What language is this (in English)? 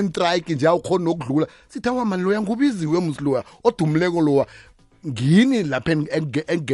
South Ndebele